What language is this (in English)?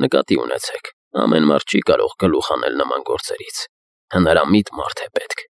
Armenian